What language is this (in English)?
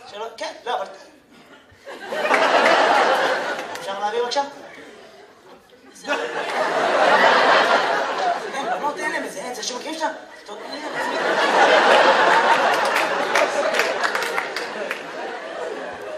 Hebrew